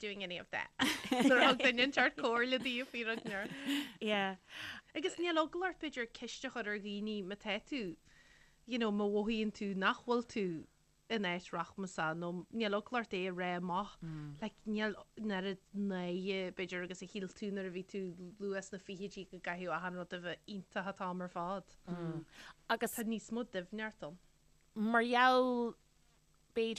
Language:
Irish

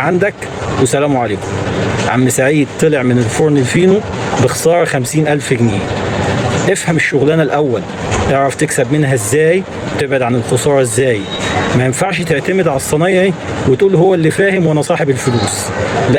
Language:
Egyptian Arabic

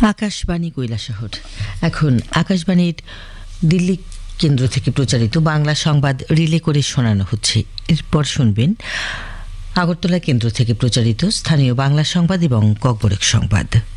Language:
Bangla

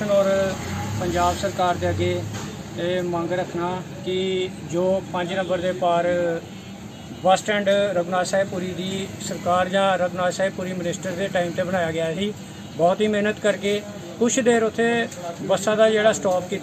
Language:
Punjabi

